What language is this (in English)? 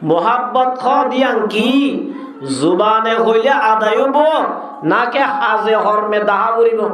Rohingya